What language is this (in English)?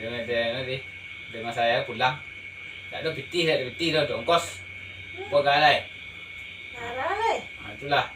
Minangkabau